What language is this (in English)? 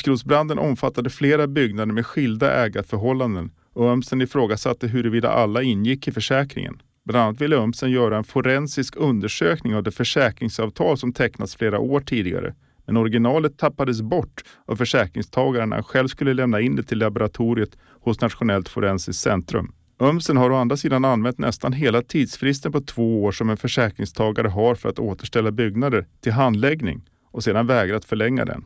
Swedish